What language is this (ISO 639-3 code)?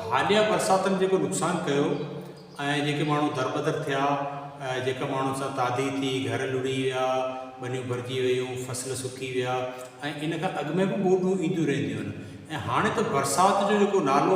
snd